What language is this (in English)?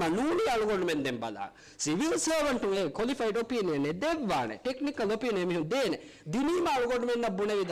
Divehi